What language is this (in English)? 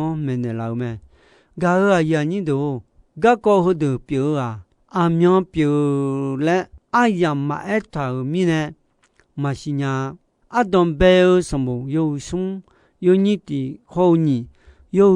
Akha